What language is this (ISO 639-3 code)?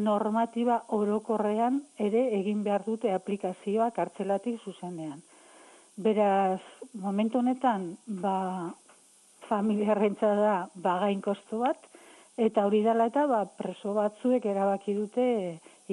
eus